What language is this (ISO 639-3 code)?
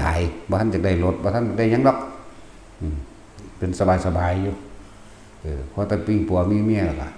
tts